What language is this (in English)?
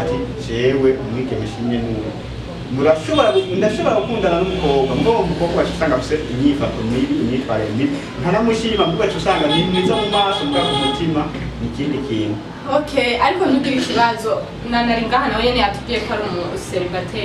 Rundi